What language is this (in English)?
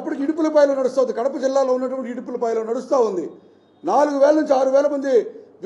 Telugu